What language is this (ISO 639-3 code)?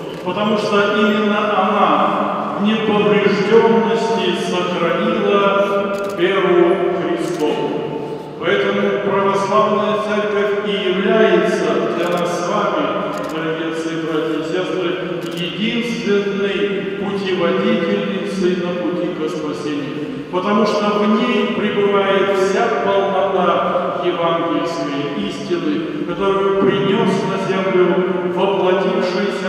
rus